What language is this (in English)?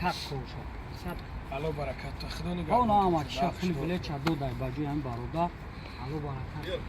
Tajik